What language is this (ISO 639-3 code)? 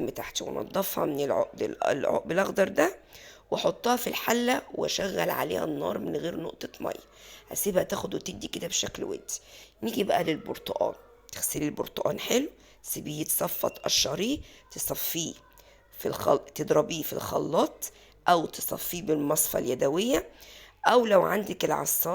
arz